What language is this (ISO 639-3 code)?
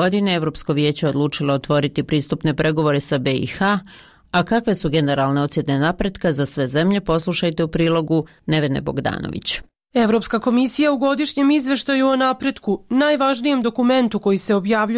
bos